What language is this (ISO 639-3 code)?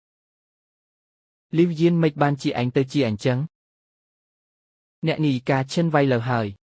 khm